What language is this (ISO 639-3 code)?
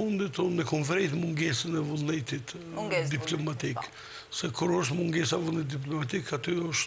sqi